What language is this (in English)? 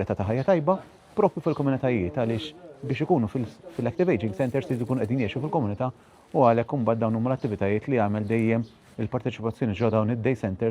Maltese